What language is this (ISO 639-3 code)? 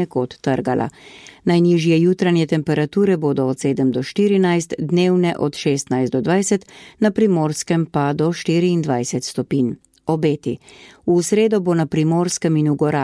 slv